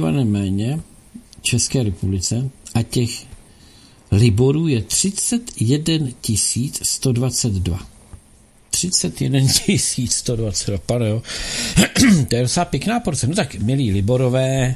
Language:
Czech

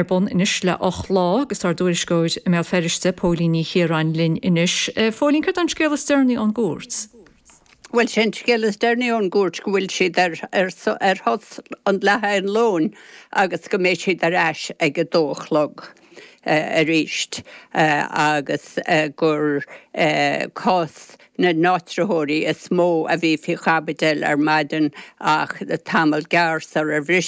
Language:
Irish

